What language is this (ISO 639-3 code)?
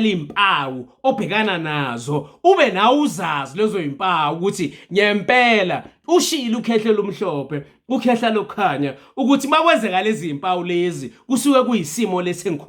zul